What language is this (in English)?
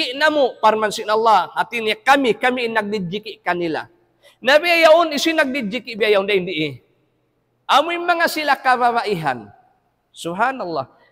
Tausug